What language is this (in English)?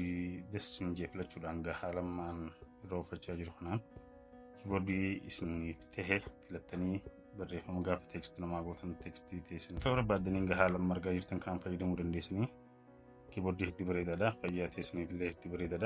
Oromo